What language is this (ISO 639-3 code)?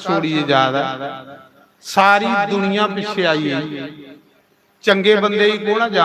doi